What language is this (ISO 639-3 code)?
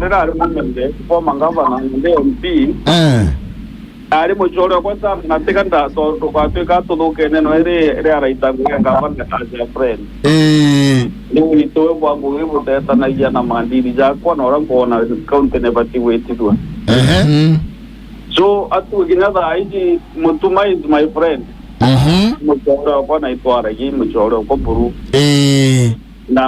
mer